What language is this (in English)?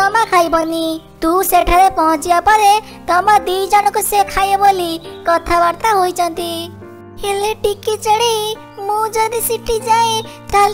Odia